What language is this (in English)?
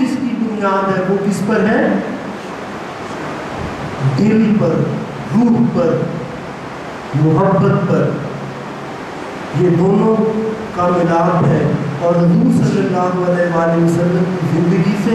Urdu